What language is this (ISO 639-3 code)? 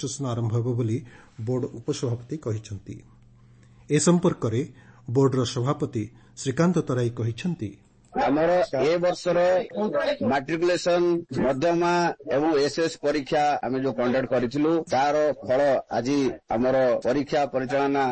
ori